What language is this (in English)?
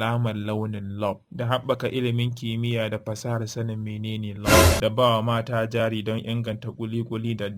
Hausa